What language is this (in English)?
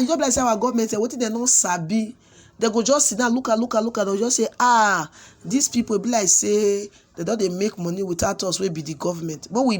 Nigerian Pidgin